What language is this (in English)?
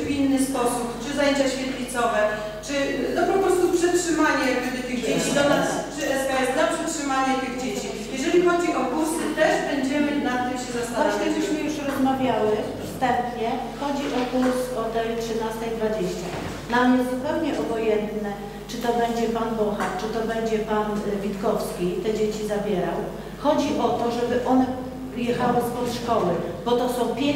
Polish